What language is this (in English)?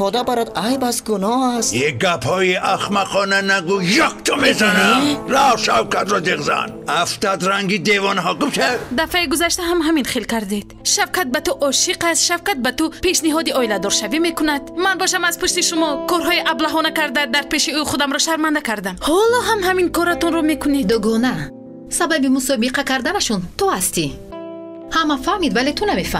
Tajik